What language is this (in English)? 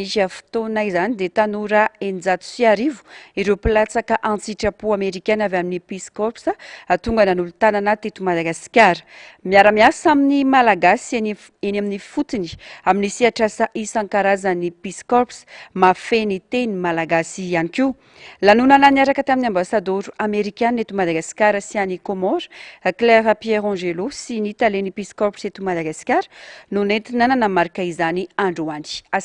Malagasy